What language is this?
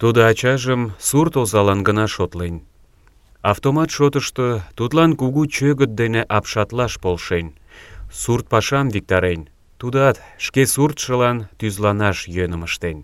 Mari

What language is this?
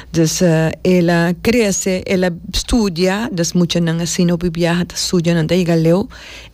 Papiamento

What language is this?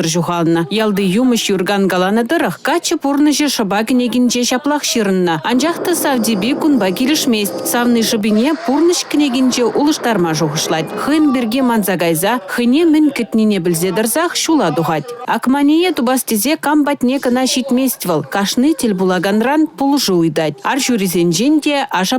Chuvash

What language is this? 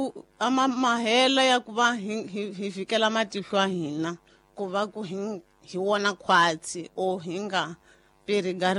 Tsonga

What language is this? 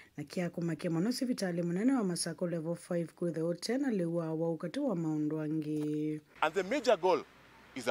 Kamba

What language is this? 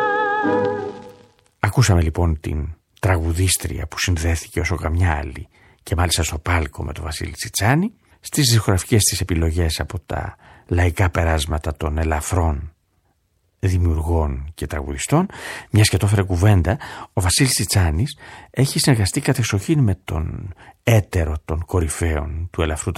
Greek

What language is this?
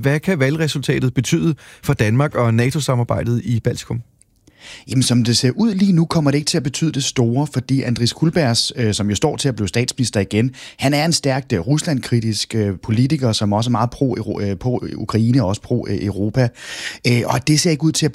Danish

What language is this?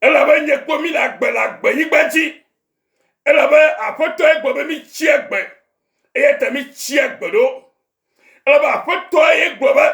Ewe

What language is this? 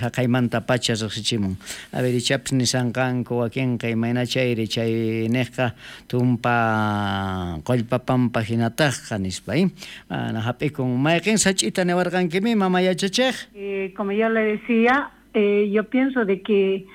South Bolivian Quechua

